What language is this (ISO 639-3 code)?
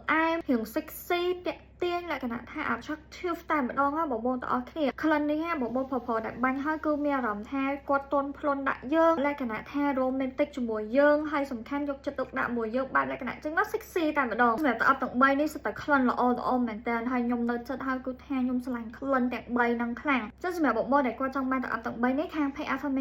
khm